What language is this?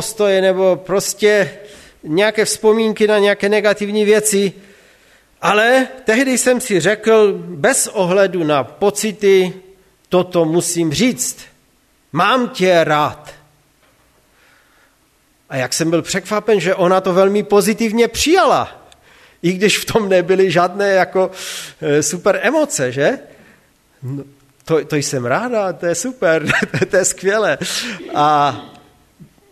Czech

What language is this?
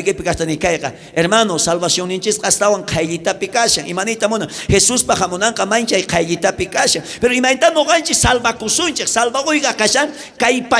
South Bolivian Quechua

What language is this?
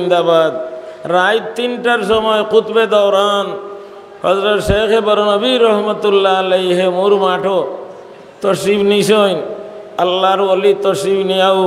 Sylheti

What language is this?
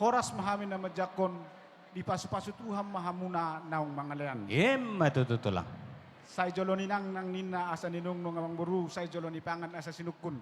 Batak Toba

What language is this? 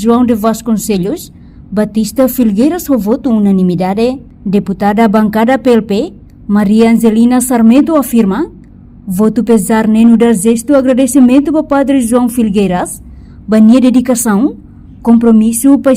Tetum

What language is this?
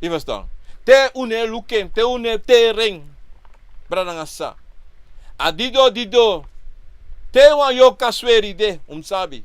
Sranan Tongo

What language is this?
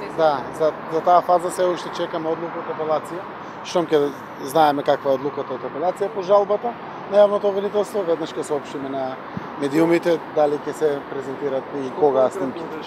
Macedonian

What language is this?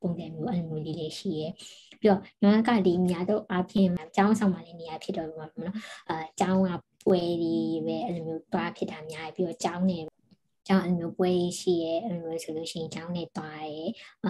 Burmese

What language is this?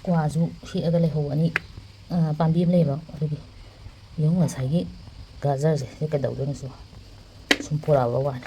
Manipuri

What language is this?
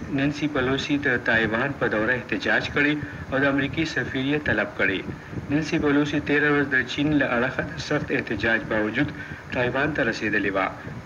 Pashto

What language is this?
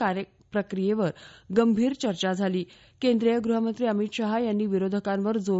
Marathi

